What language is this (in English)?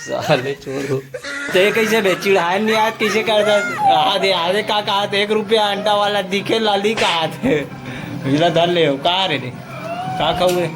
Chhattisgarhi